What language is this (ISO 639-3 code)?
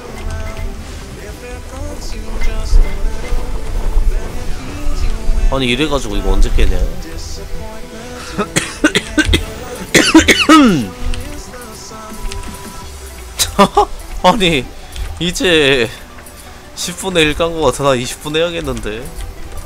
kor